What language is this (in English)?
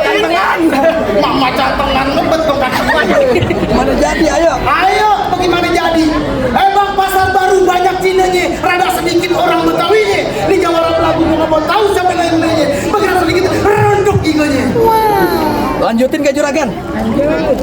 Betawi